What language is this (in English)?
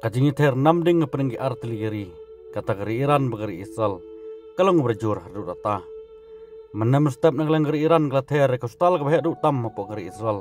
Khasi